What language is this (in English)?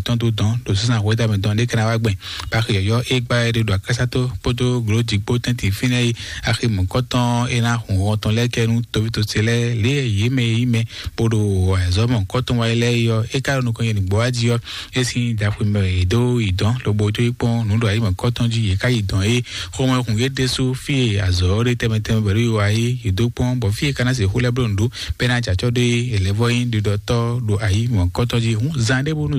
Fon